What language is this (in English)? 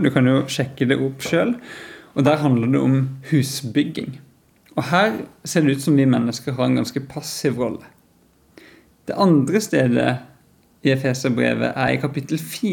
Norwegian